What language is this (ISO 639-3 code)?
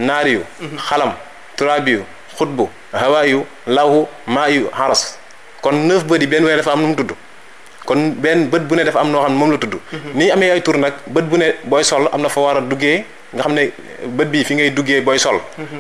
wol